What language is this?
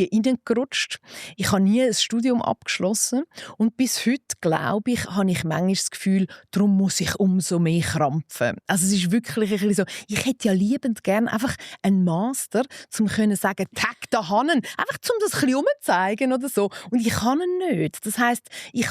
Swiss German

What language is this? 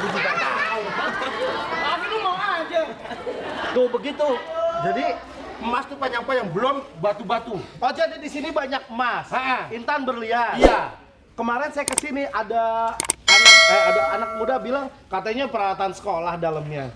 Betawi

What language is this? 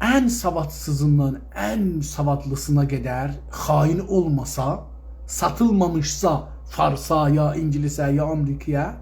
South Azerbaijani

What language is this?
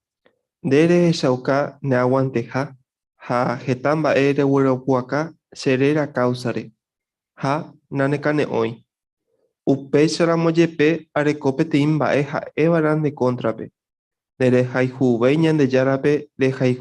Guarani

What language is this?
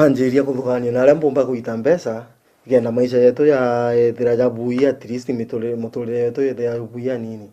Meru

